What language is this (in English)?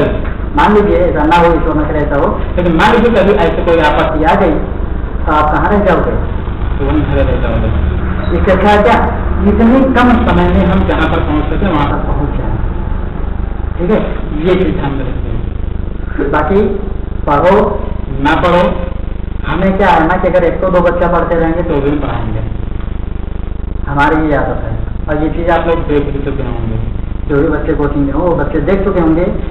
Hindi